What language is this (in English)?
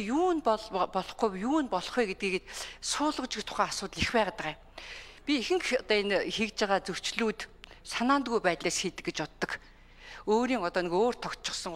Mongolian